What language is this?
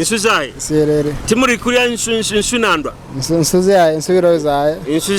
Nyoro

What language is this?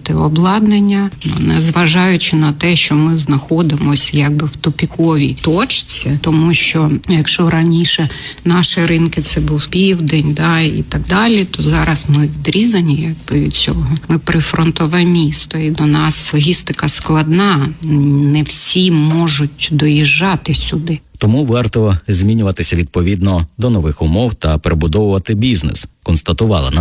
Ukrainian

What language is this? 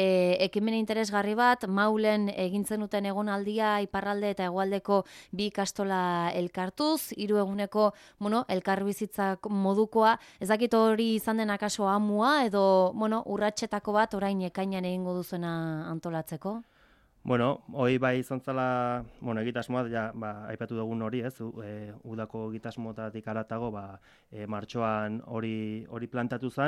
Basque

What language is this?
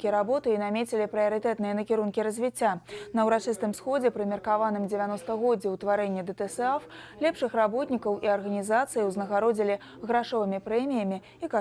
Belarusian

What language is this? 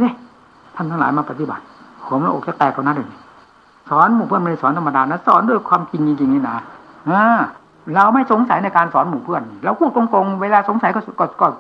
Thai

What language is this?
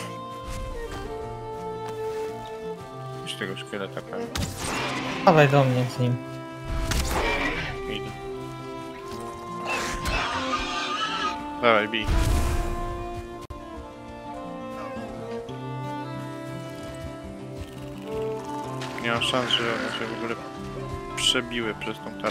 Polish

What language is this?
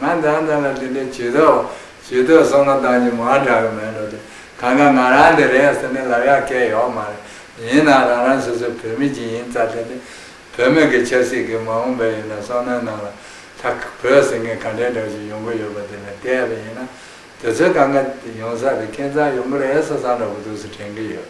Tibetan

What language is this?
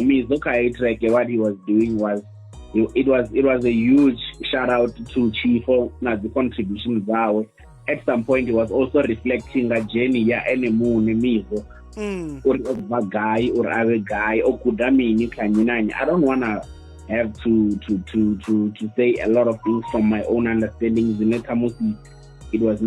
Venda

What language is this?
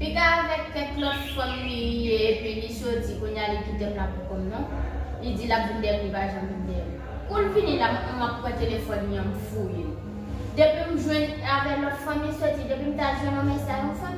Haitian Creole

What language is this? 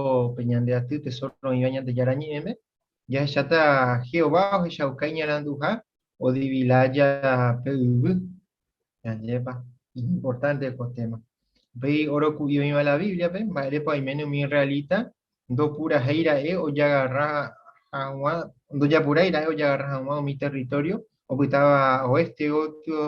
Guarani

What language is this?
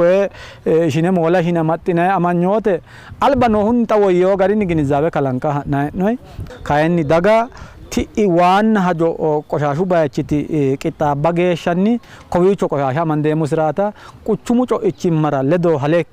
Sidamo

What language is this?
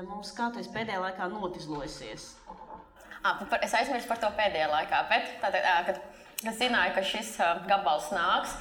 Latvian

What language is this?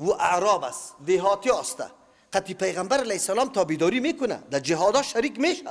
Persian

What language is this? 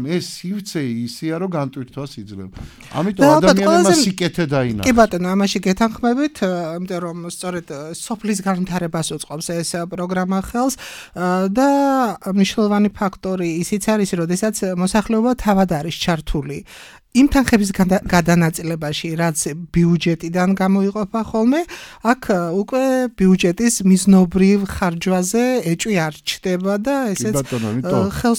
Georgian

